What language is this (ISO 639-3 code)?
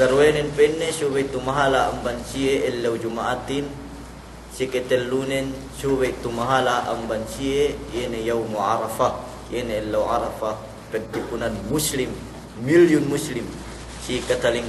yka